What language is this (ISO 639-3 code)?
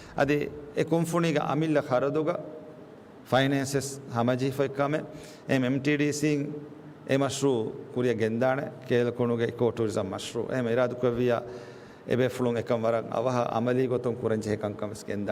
div